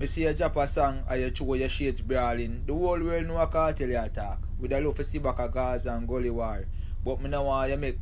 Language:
Jamaican Creole English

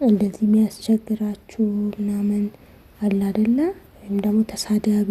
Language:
Amharic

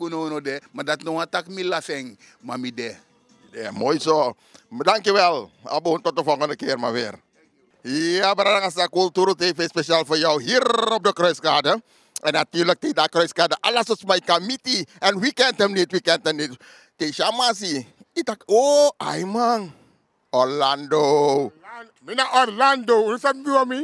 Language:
Sranan Tongo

